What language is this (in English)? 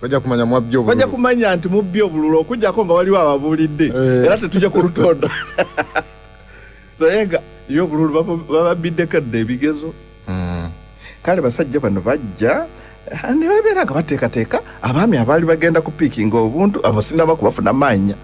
Ganda